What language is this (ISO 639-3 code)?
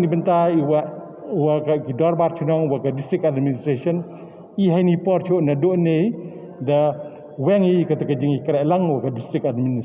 pbv